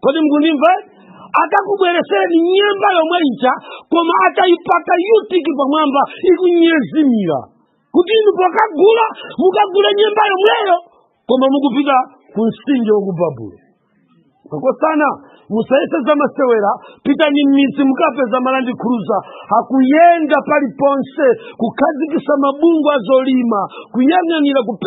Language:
Nyanja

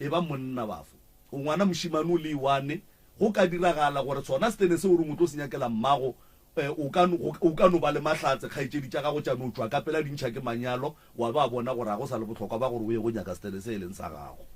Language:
Northern Sotho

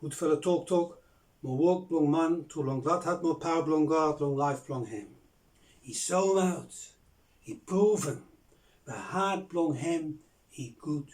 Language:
Bislama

